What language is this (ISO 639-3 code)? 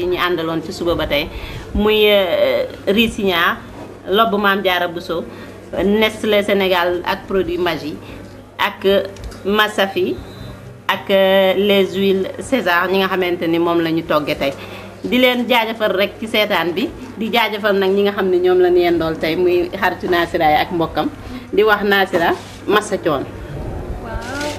wol